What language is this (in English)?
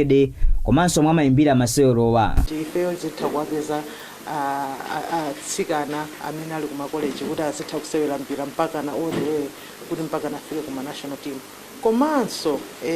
Nyanja